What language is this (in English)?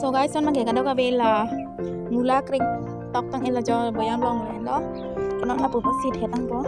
Karbi